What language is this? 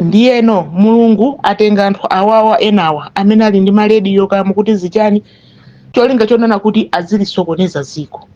Nyanja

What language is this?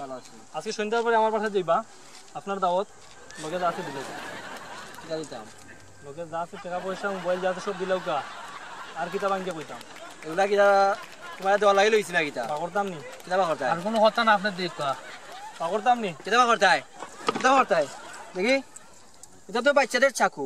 Sylheti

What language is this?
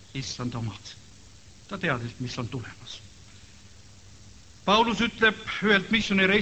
Estonian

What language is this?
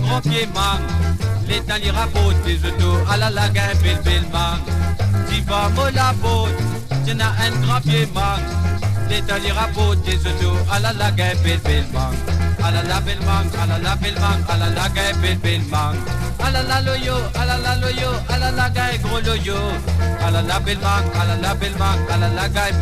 Morisyen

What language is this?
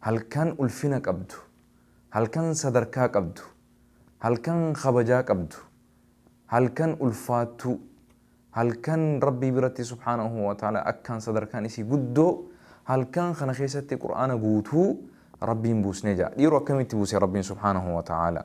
Oromo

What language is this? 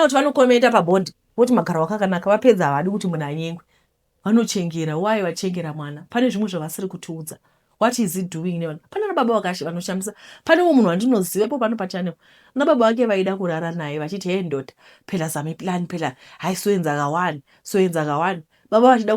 Shona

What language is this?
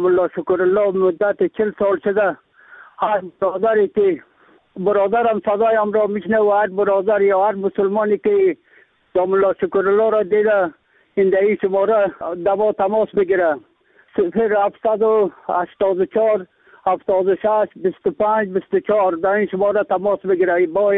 Persian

